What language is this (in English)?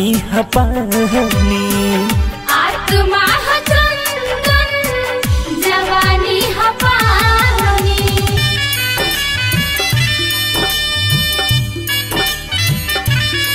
Bhojpuri